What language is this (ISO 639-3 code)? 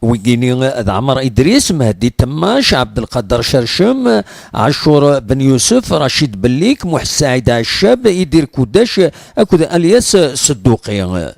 kab